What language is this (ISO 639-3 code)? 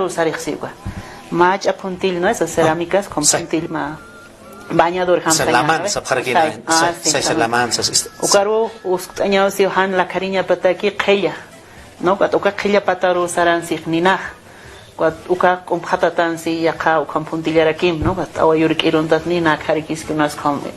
aym